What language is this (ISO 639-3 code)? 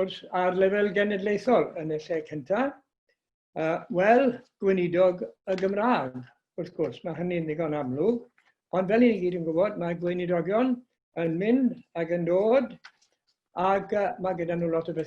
cym